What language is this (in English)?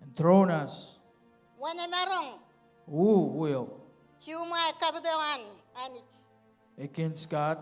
Marshallese